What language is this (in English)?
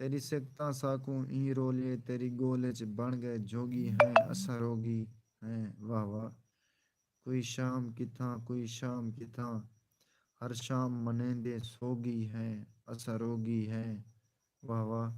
Saraiki